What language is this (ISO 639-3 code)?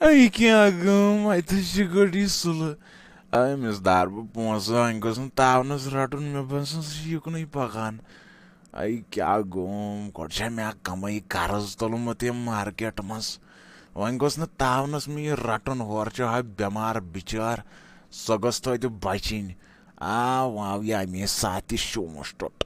kas